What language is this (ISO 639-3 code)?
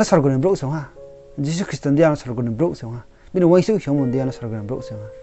ria